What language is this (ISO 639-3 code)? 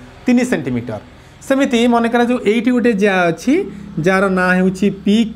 ori